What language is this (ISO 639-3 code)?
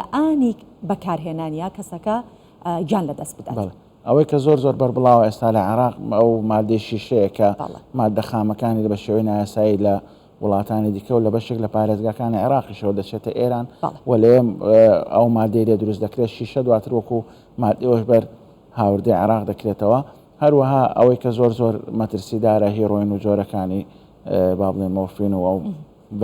ckb